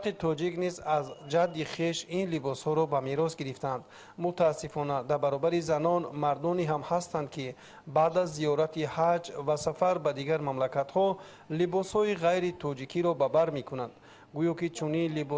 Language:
Tajik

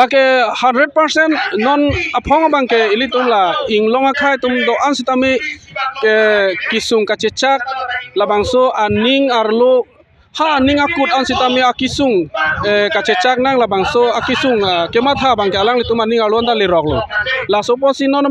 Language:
Karbi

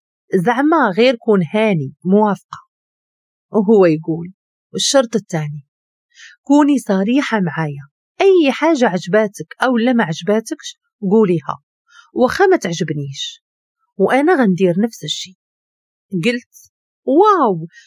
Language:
Moroccan Arabic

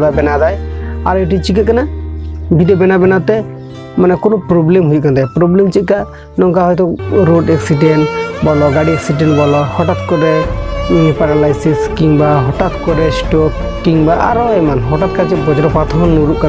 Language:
Santali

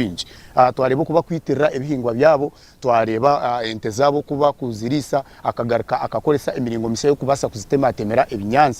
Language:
Nyankole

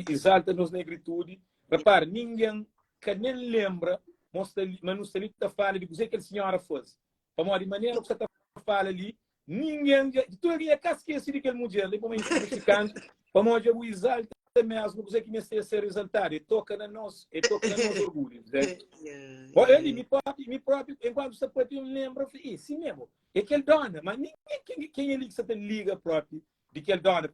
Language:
Kabuverdianu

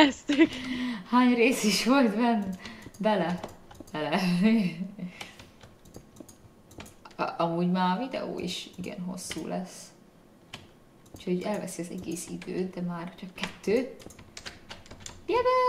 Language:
Hungarian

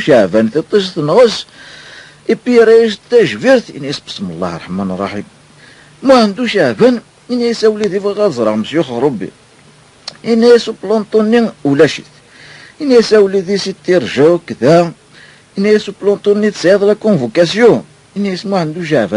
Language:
Kabyle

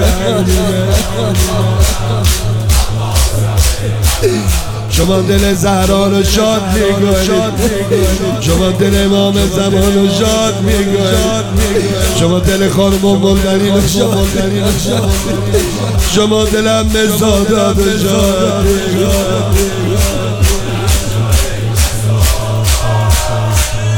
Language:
Persian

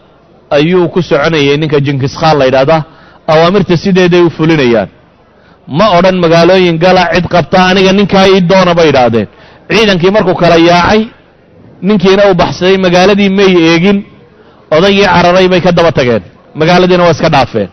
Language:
Somali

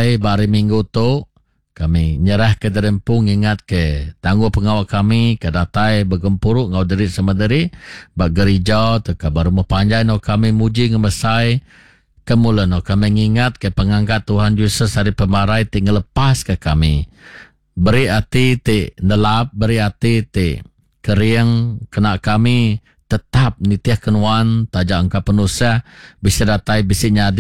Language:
Iban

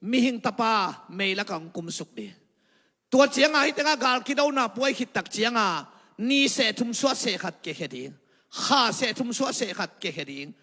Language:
Tedim Chin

